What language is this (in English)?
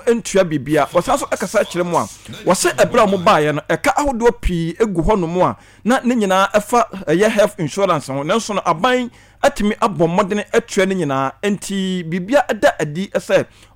Akan